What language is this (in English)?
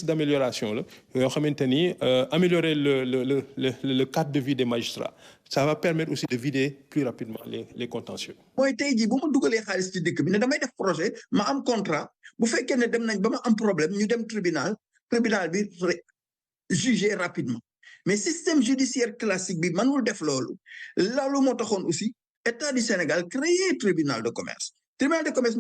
Wolof